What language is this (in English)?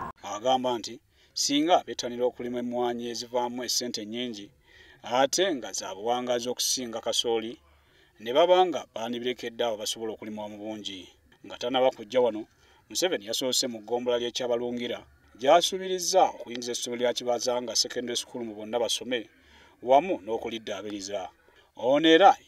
Ganda